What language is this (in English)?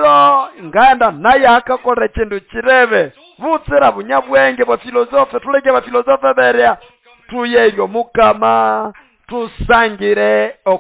Nande